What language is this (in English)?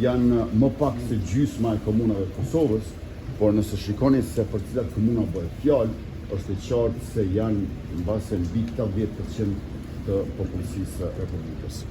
Albanian